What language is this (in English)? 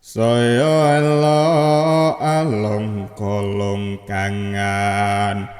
Javanese